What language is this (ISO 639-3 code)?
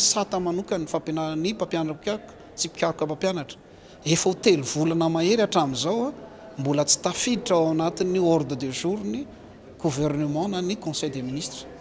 mlg